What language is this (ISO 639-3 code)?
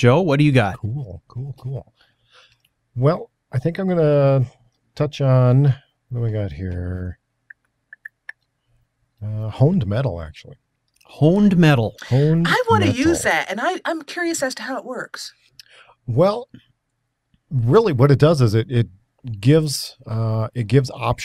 eng